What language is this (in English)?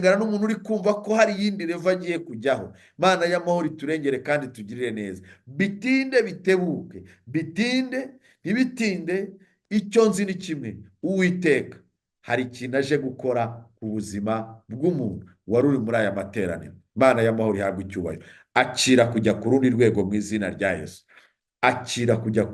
Kinyarwanda